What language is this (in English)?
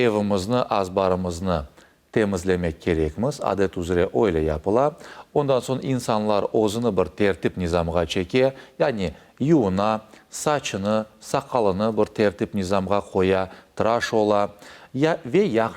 Crimean Tatar